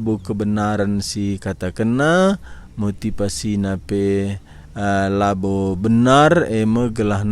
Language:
Batak Karo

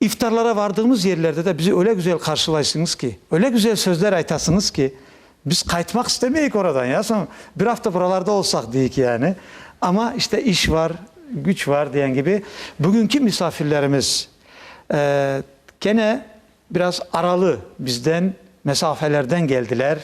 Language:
Crimean Tatar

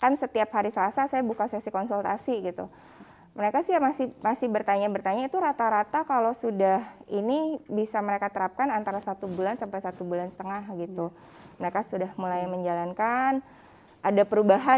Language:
Indonesian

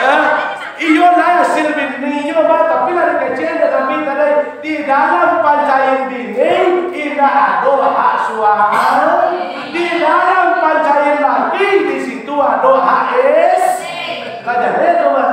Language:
Minangkabau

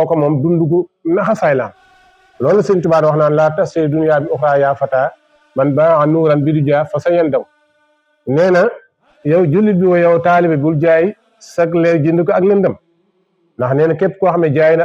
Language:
Wolof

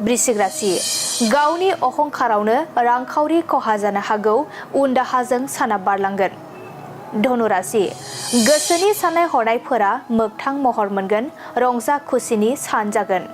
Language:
Bodo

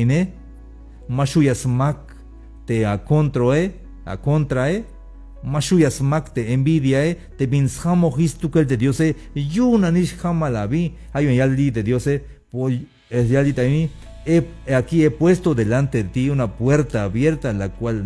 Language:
Tzeltal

